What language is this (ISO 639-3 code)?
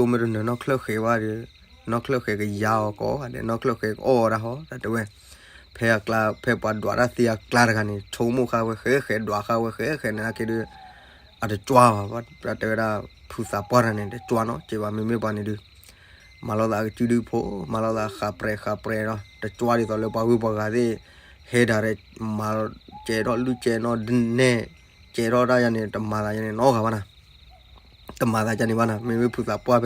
ksw